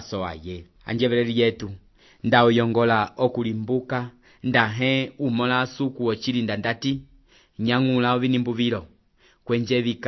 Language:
Umbundu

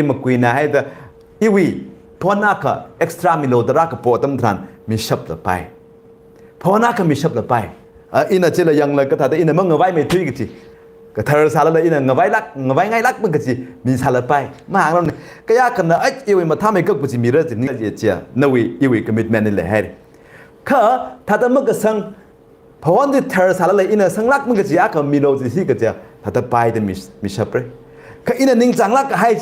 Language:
Tangkhul Naga (India)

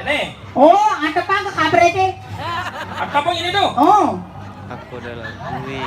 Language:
Balinese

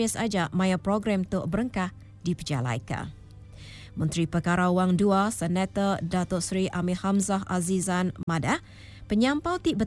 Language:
Iban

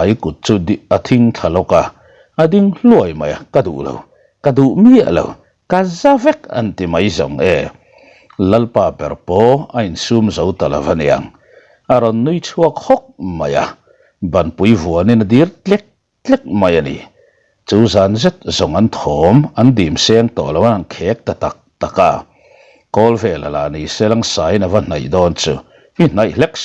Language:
Mizo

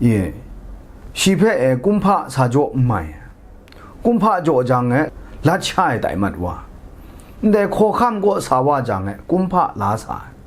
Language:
Kachin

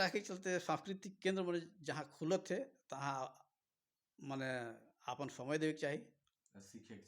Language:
Sadri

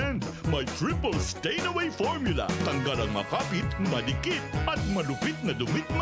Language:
Bikol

